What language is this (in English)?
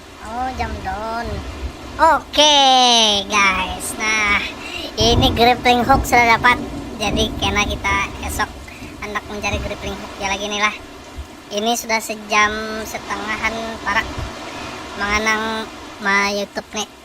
Banjar